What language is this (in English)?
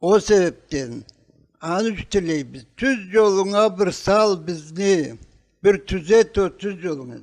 Karachay-Balkar